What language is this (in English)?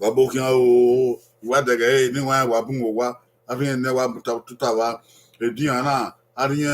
Bini